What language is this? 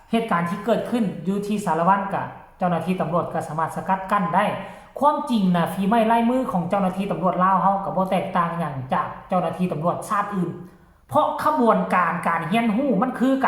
Northeastern Thai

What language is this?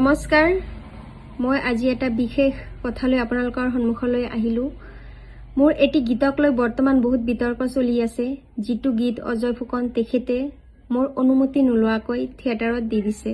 Assamese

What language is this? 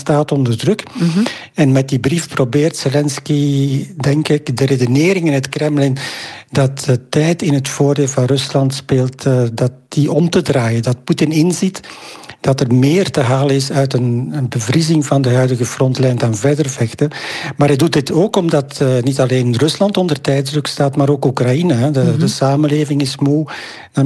Dutch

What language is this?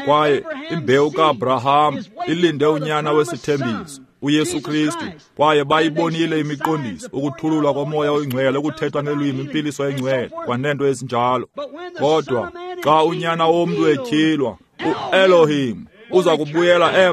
Xhosa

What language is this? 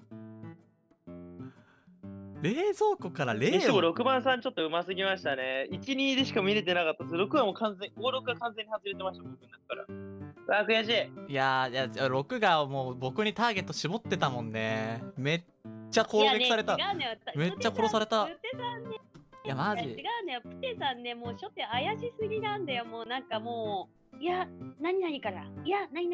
Japanese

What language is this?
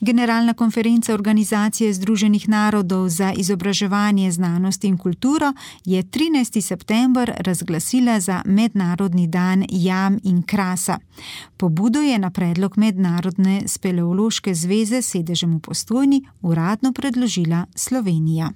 Slovenian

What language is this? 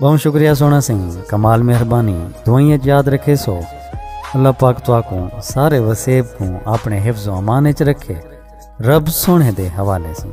Saraiki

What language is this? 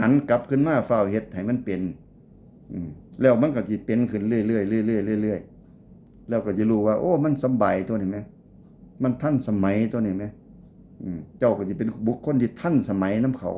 Northeastern Thai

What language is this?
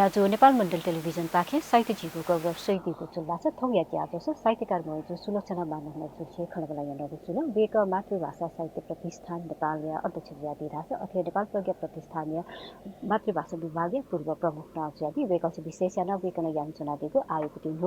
Newari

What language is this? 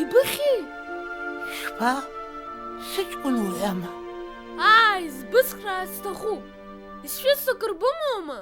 Abkhazian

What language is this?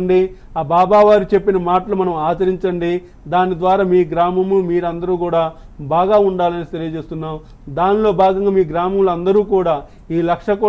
Telugu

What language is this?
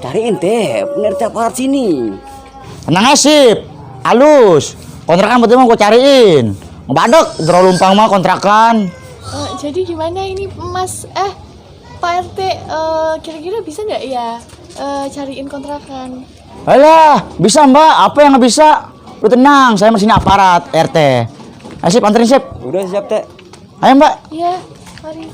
Betawi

